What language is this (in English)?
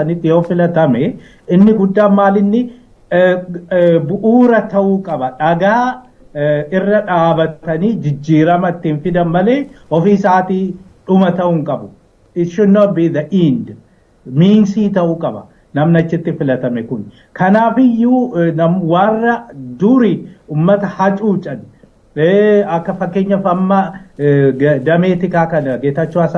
Oromo